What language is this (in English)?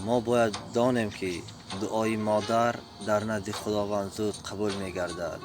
Tajik